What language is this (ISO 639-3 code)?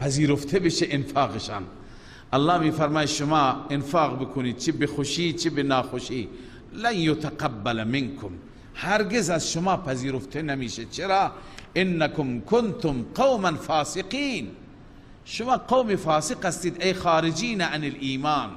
fas